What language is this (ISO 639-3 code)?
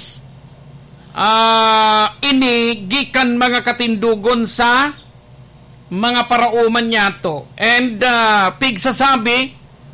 bik